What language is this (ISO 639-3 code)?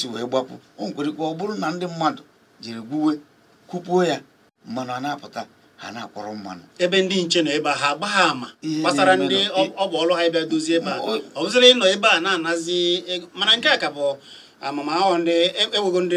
ibo